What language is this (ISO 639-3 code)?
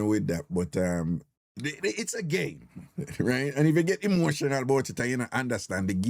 jam